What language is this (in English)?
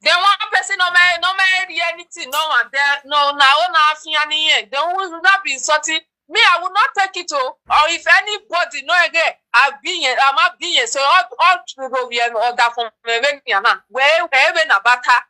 Nigerian Pidgin